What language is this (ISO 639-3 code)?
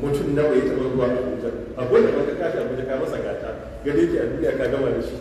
hau